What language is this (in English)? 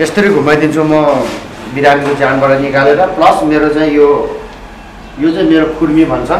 Nepali